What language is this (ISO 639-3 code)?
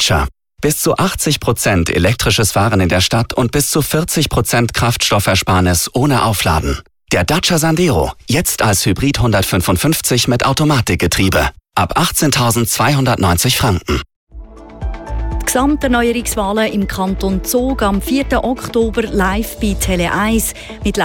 deu